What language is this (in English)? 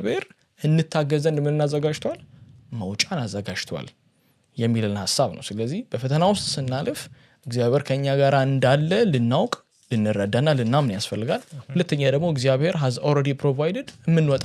Amharic